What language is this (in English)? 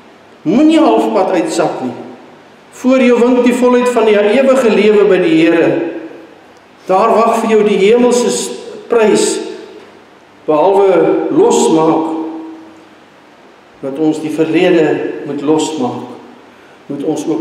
Afrikaans